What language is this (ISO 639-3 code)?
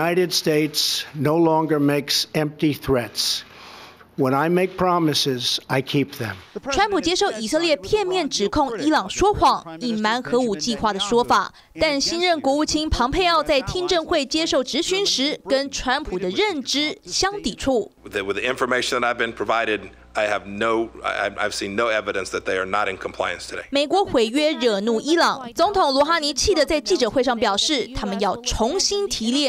zho